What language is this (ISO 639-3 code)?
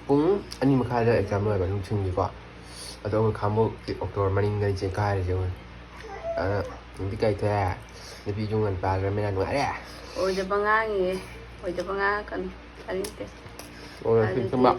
mni